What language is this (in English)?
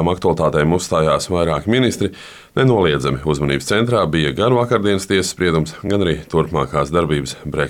Latvian